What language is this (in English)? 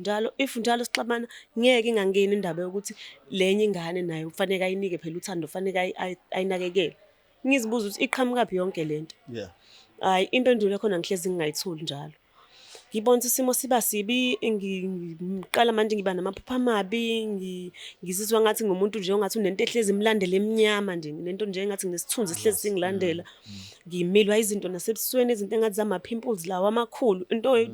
Zulu